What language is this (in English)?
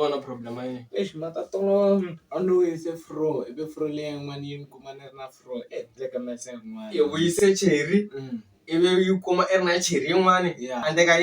Tsonga